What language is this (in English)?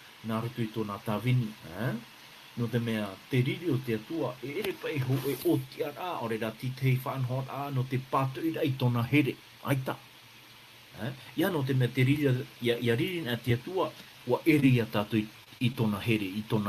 Tahitian